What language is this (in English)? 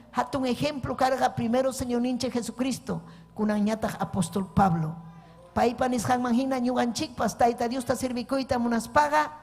Ayacucho Quechua